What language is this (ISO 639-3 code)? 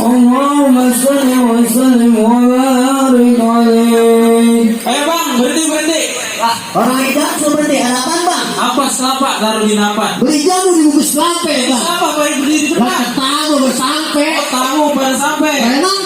bew